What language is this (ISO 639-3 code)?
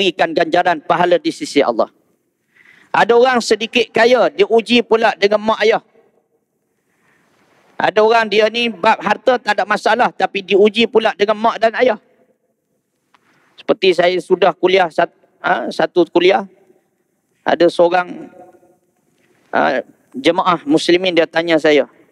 msa